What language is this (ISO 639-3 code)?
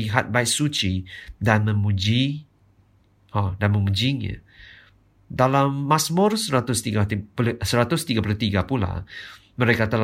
msa